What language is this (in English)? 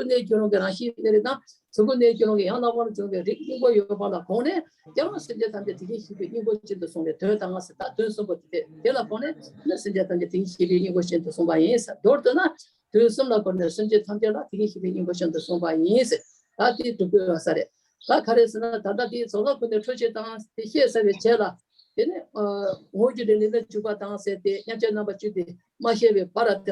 Tibetan